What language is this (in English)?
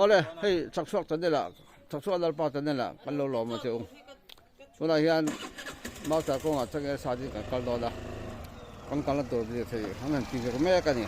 Mizo